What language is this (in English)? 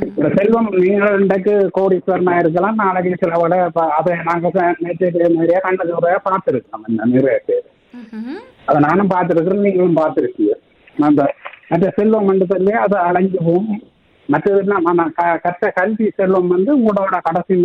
Tamil